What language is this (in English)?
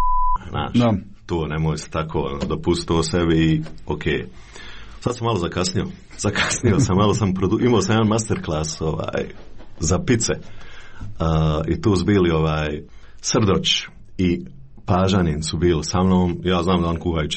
Croatian